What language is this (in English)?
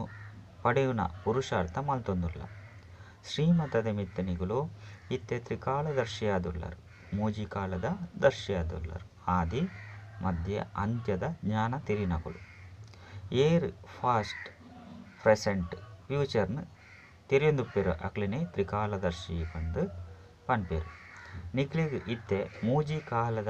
Tulu